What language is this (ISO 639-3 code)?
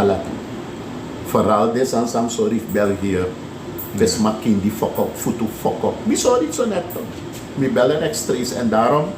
srn